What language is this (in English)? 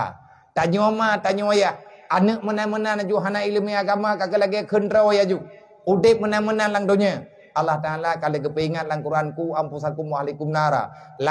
Achinese